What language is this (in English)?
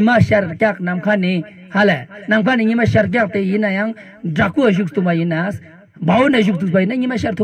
Ladakhi